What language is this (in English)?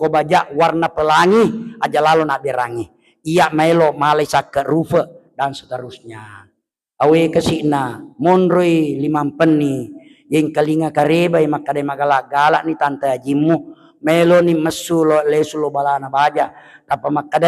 Buginese